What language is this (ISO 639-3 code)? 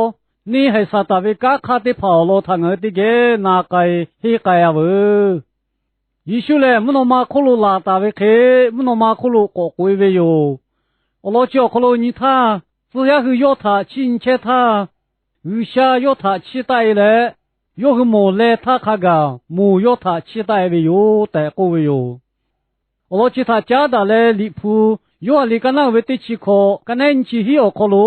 lhu